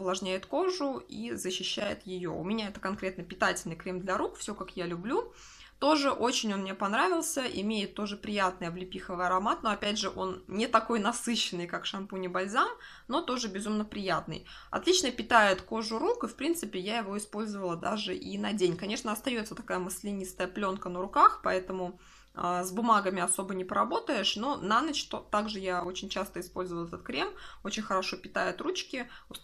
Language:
Russian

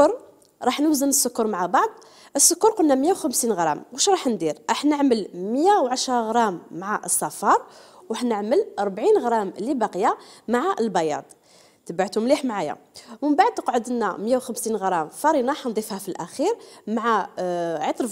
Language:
Algerian Arabic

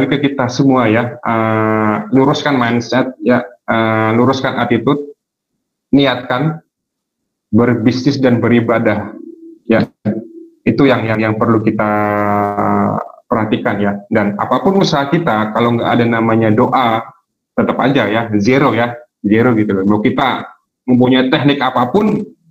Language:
Indonesian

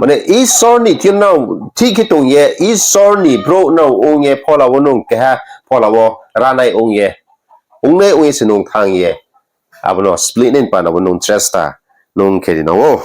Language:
Riang (India)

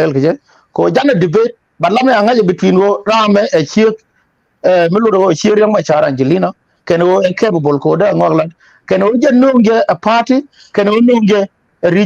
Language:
Nuer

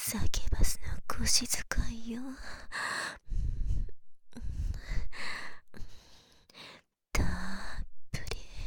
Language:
Japanese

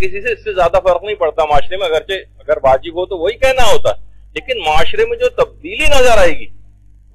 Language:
Urdu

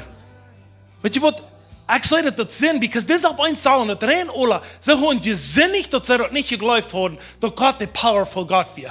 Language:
Plautdietsch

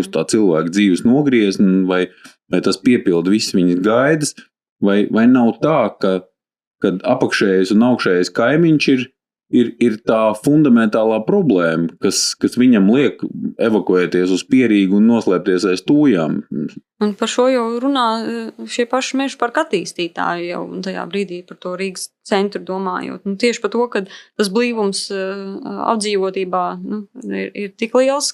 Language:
Latvian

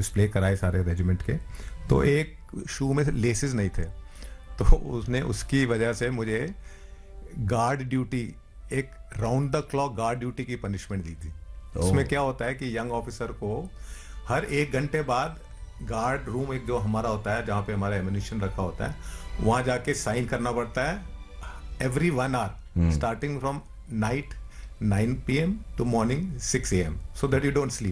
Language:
Hindi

